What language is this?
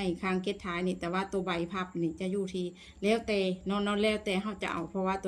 Lao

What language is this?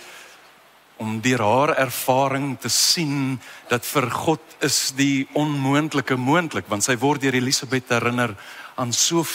Afrikaans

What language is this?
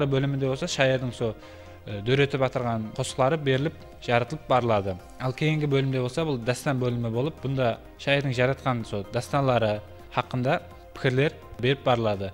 Kara-Kalpak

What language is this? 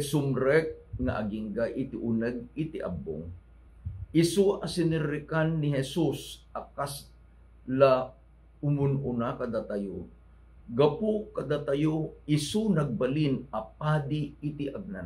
Iloko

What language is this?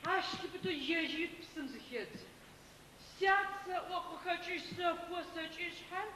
Adyghe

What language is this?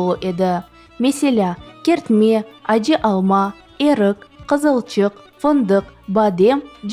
Crimean Tatar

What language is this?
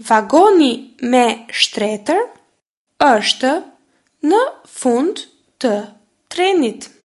Albanian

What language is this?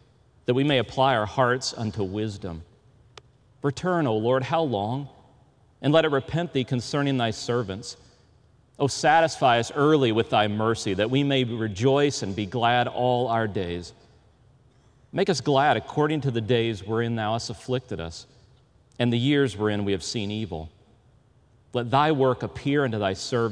English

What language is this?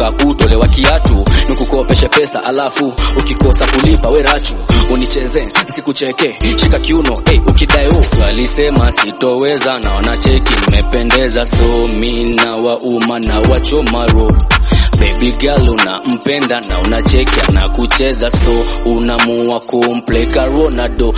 Swahili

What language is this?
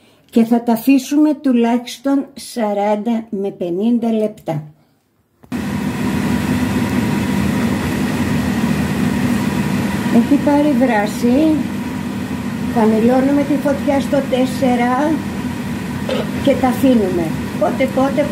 Greek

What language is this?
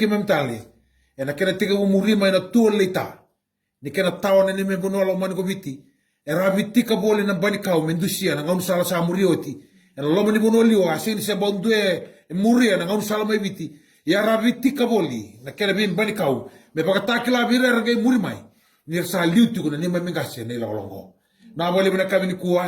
Fijian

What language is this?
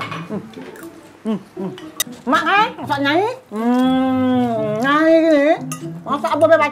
Musi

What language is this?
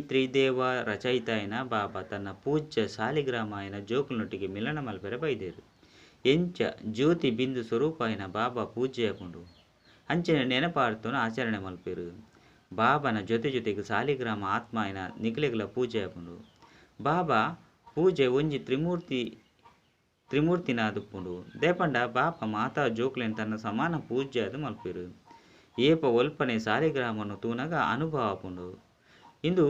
Tulu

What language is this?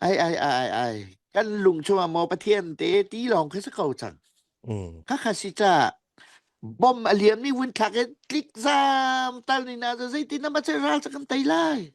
Falam Chin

